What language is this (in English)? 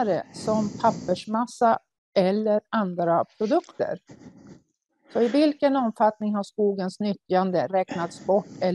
Swedish